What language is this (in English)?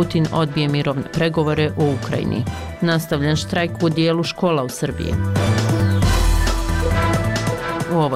Bosnian